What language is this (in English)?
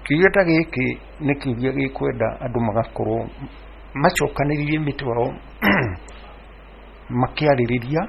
Kikuyu